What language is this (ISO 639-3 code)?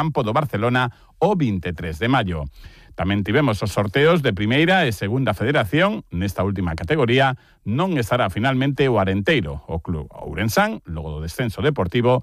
glg